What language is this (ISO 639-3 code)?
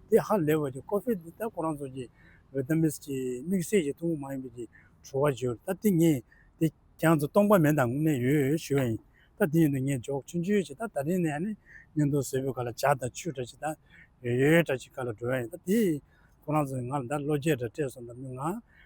bod